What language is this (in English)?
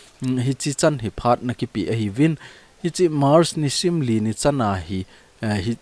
Thado Chin